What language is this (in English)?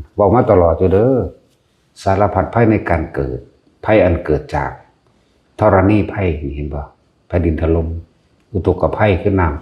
Lao